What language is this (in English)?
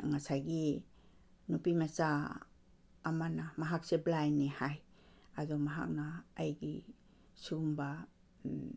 Manipuri